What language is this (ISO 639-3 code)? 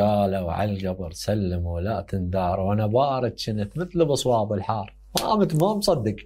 acm